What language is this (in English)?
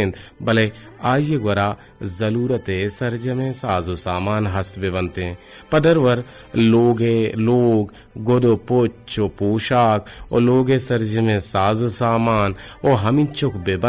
Eastern Balochi